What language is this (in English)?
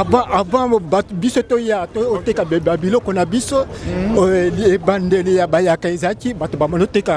Lingala